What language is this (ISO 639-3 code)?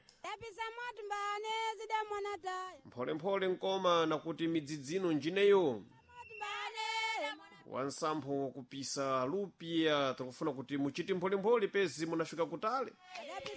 seh